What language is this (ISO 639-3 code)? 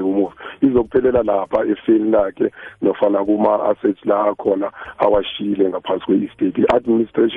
nbl